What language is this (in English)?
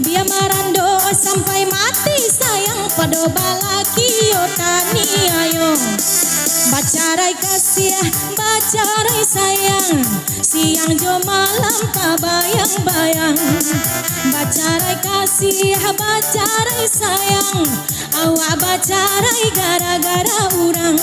Minangkabau